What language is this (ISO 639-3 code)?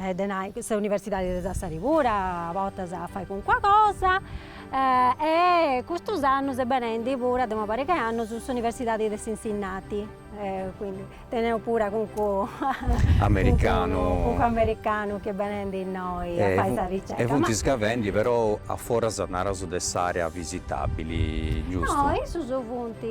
srd